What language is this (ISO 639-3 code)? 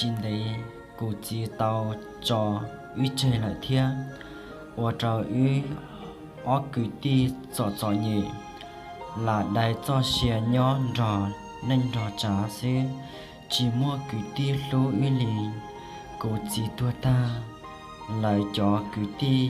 hmn